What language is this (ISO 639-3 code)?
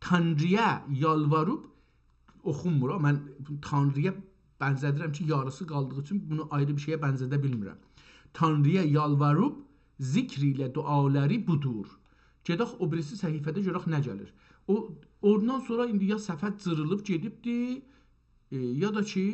azb